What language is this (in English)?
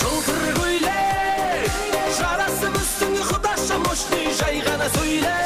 Kara-Kalpak